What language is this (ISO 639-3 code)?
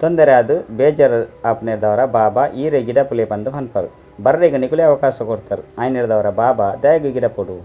tcy